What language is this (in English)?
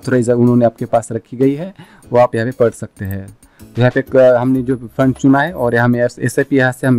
Hindi